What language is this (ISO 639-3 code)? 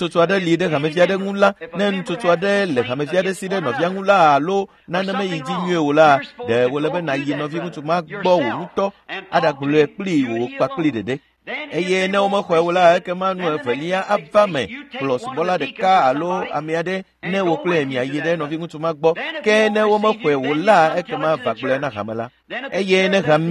ewe